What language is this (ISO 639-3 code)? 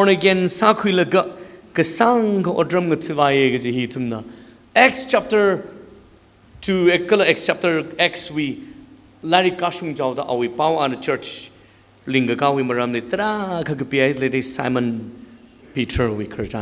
nmf